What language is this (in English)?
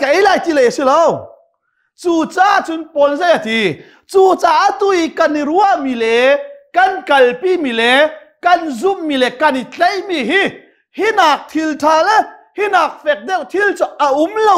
Hakha Chin